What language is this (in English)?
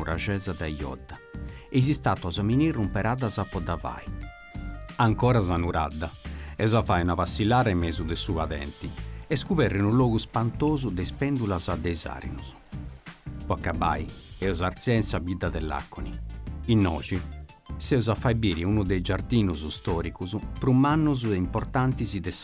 Sardinian